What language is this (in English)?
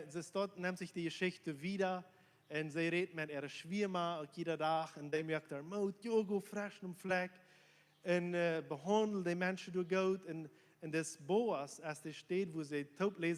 Plautdietsch